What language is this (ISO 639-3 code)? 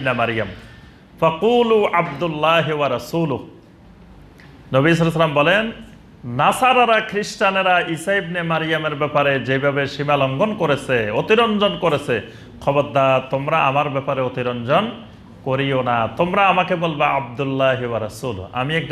ben